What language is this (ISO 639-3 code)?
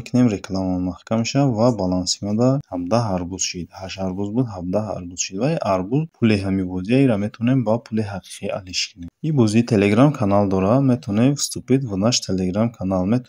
tgk